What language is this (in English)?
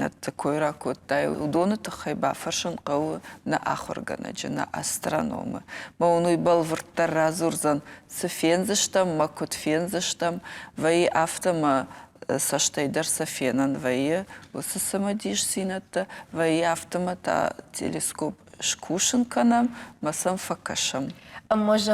Ossetic